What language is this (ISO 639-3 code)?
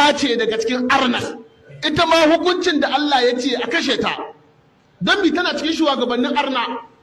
hau